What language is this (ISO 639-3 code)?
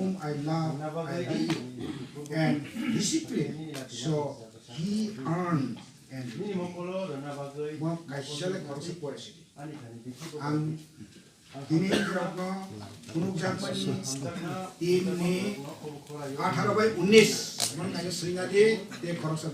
trp